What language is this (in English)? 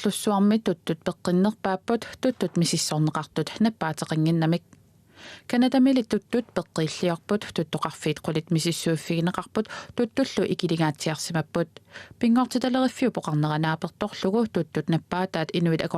Kalaallisut